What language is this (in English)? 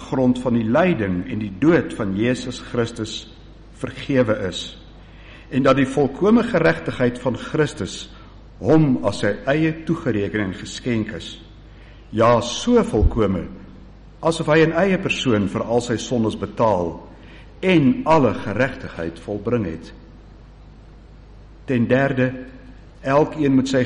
Afrikaans